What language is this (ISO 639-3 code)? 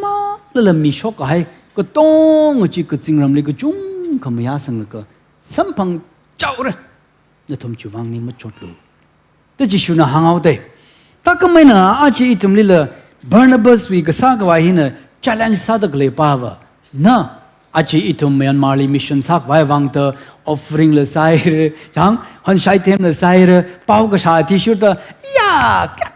nmf